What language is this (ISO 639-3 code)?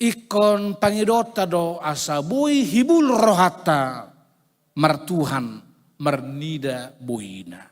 bbc